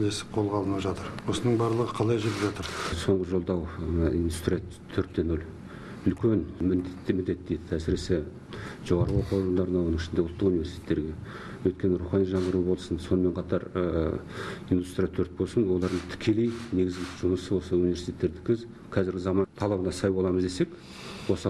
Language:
Kazakh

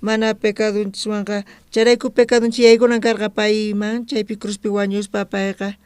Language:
South Bolivian Quechua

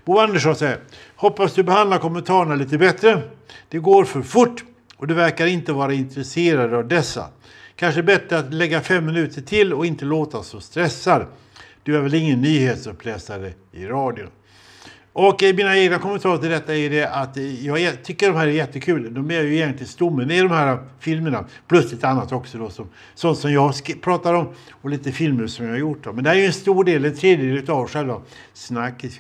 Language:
Swedish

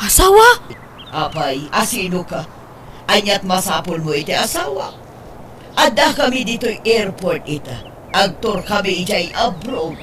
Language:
Iloko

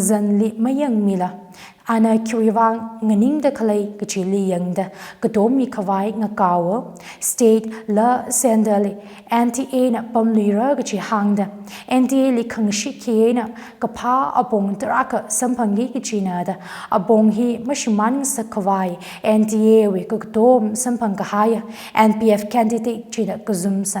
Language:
Tangkhul Naga (India)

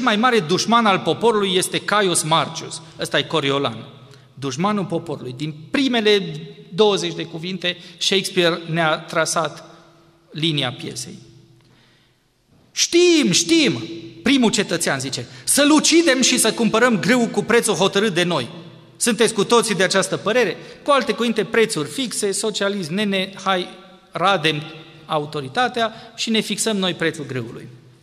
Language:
Romanian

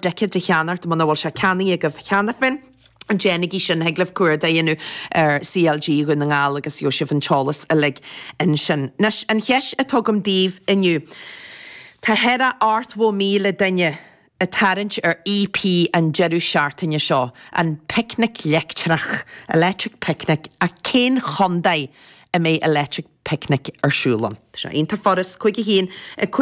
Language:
Irish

